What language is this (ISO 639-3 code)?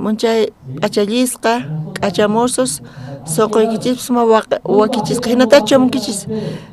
quh